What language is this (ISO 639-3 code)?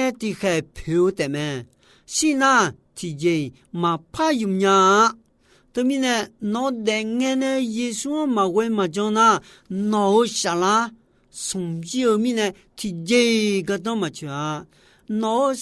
ahk